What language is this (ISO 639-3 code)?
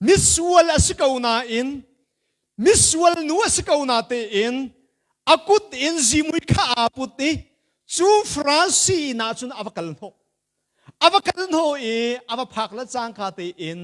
cnh